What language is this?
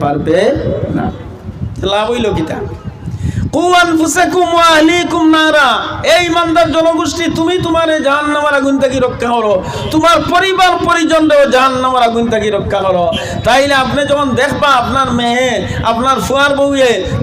Sylheti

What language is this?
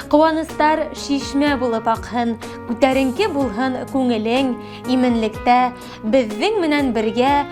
Bashkir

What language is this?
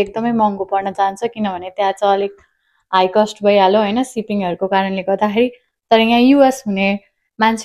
Nepali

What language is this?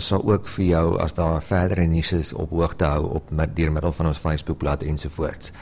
Afrikaans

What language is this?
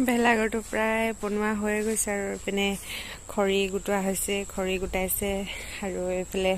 Assamese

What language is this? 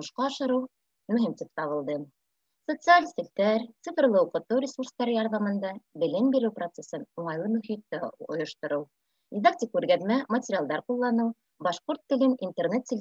Bashkir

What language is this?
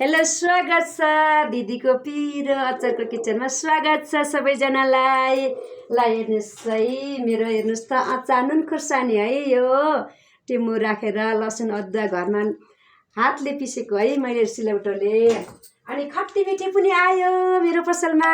Nepali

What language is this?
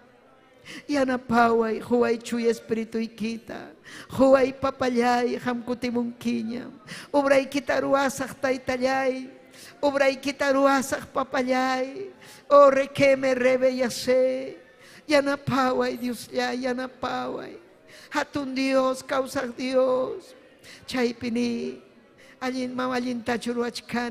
Ayacucho Quechua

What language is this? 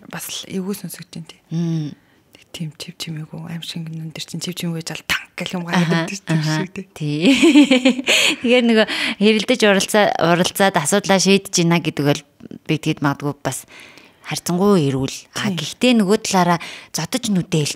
Mongolian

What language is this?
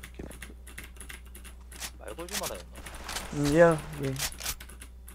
Korean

